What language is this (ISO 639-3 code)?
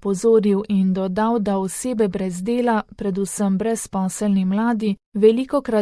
slv